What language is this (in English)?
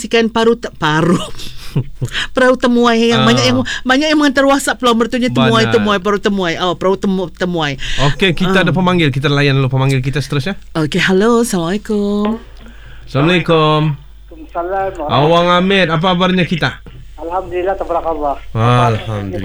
Malay